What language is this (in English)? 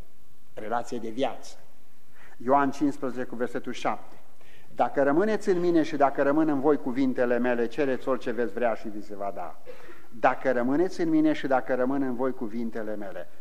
Romanian